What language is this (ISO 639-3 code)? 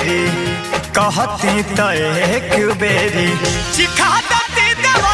bho